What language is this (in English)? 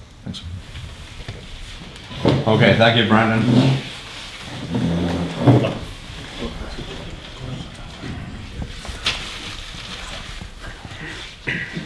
Finnish